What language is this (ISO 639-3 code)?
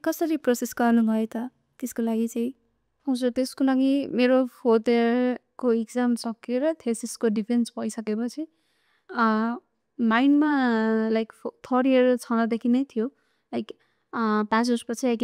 nep